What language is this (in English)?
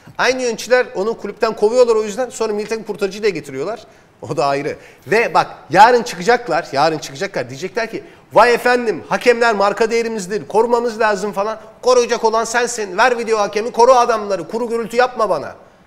Turkish